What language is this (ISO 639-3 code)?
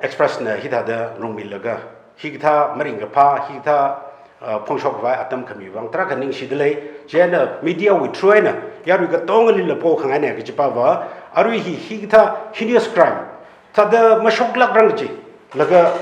nmf